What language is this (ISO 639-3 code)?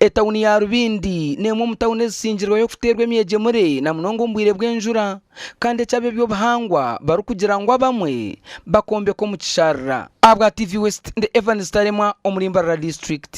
nyn